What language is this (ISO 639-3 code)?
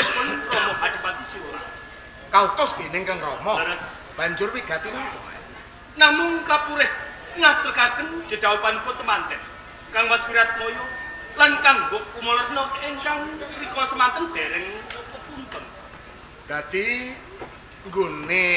jav